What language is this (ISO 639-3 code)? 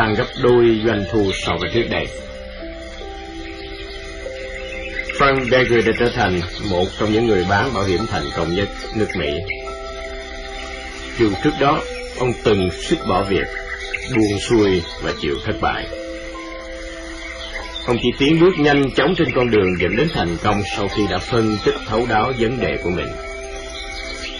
vie